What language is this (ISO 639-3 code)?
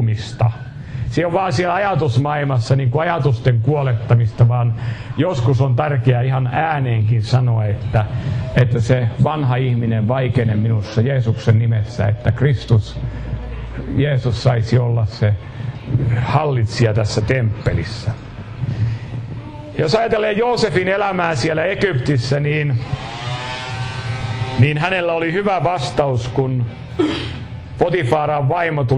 fin